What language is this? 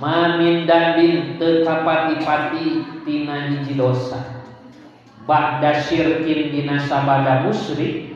Sundanese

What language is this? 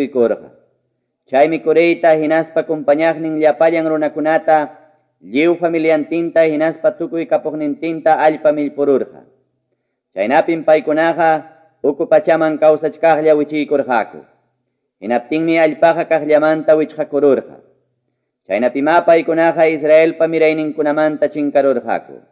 Ayacucho Quechua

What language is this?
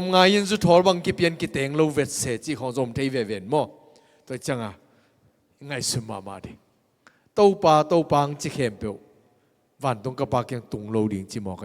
Tedim Chin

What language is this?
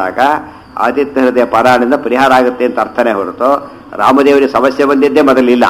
Kannada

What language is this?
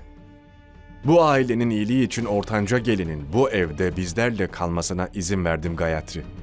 Turkish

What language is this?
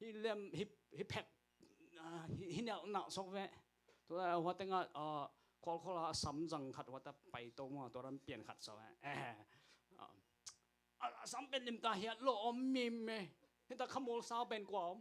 Tedim Chin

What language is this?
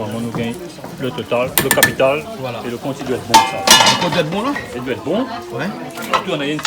Réunion Creole French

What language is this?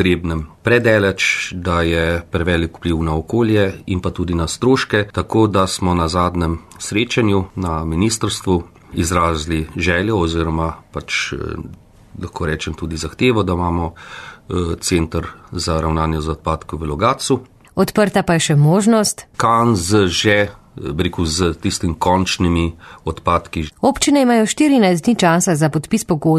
Slovenian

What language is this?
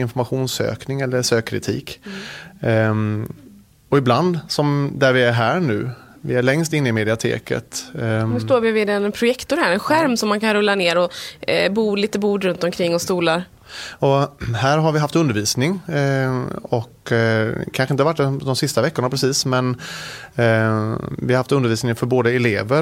Swedish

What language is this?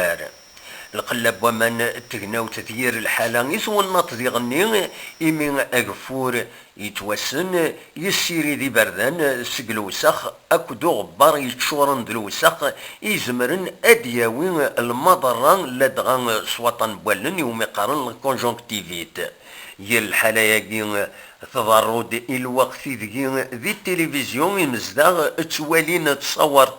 Kabyle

